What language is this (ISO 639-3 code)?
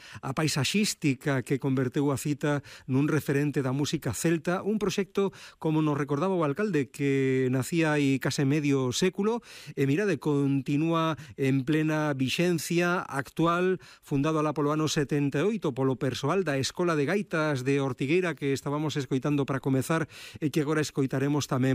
glg